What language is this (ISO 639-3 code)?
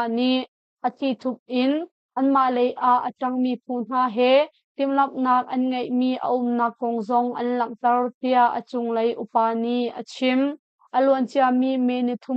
cnh